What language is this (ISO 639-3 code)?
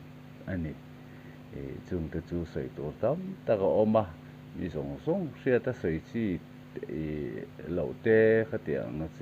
lus